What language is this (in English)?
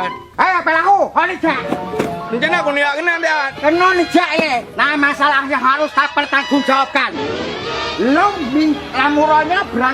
Achinese